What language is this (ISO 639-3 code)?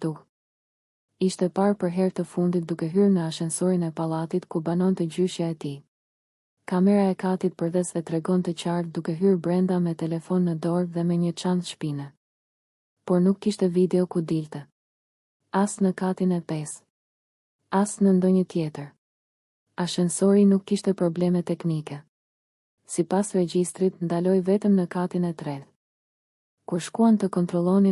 sqi